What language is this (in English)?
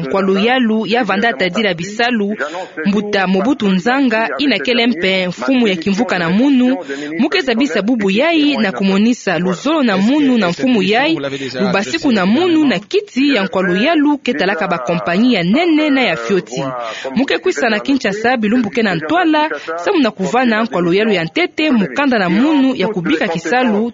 Kituba (Democratic Republic of Congo)